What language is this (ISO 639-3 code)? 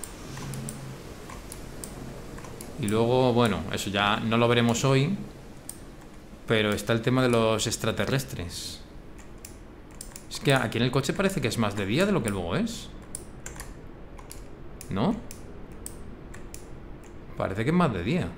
spa